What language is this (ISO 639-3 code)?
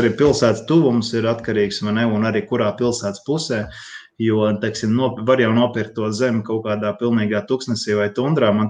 lav